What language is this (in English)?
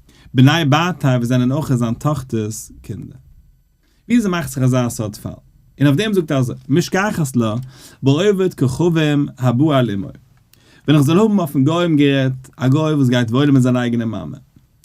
Yiddish